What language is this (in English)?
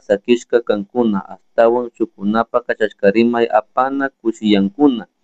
Chimborazo Highland Quichua